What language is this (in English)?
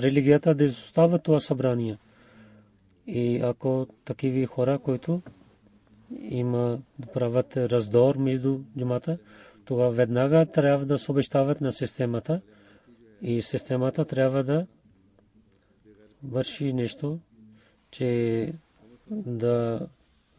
Bulgarian